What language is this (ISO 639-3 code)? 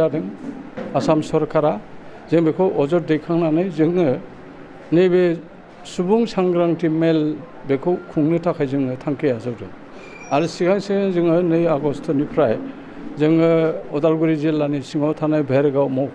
brx